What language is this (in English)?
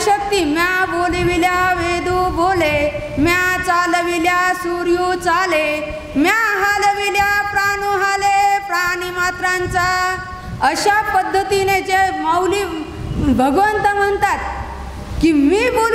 Marathi